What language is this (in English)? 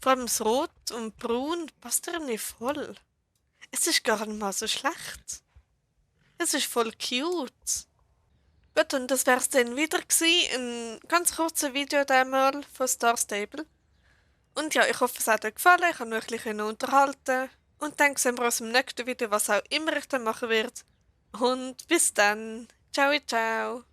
Swiss German